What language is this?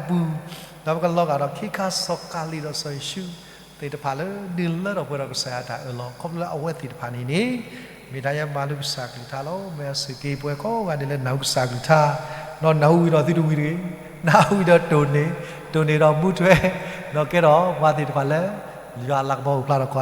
S'gaw Karen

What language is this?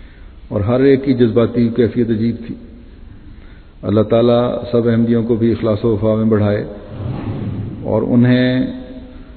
Urdu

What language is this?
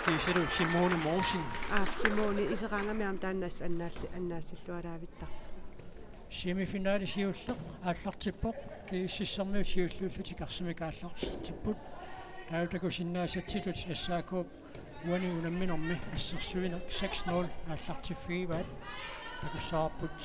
Kalaallisut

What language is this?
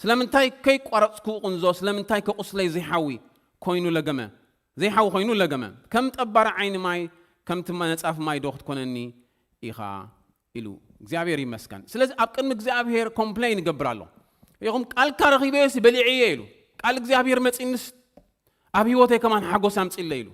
Tigrinya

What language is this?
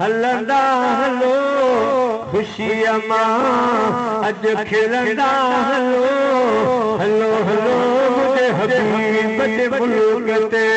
Sindhi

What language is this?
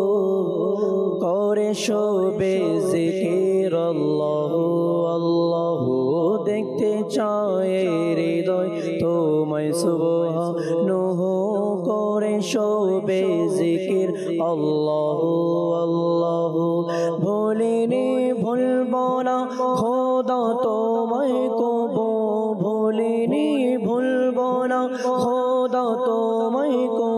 Bangla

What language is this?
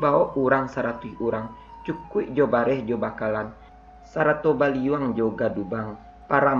Minangkabau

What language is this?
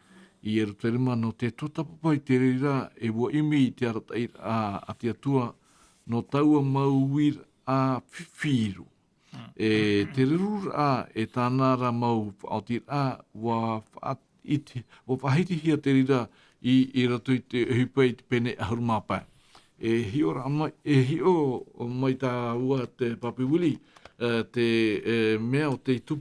Tahitian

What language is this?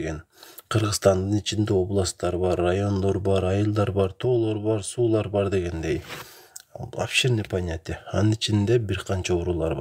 Kyrgyz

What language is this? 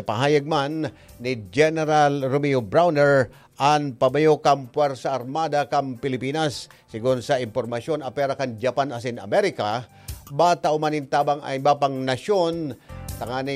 Bikol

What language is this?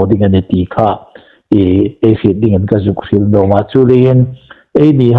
Hmar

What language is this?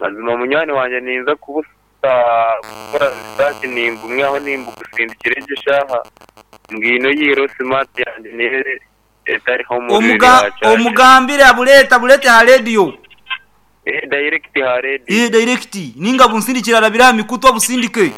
Nyankole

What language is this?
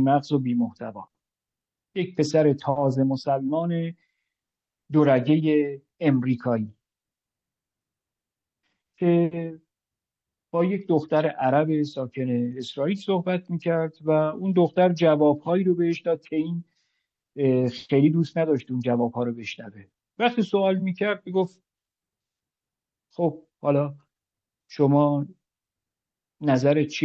Persian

